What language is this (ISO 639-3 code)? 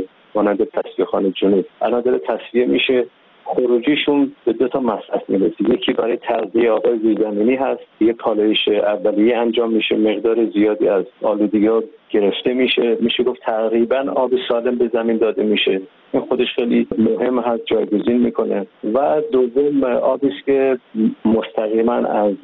fas